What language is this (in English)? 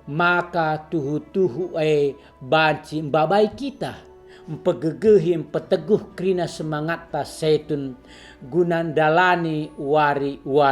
Batak Karo